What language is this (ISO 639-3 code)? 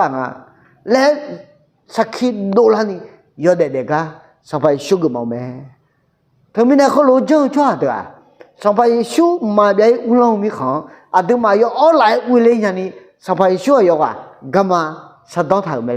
ahk